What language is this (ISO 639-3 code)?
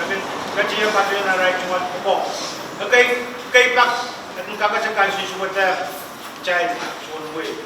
pon